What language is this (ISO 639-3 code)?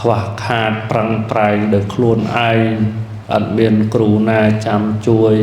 khm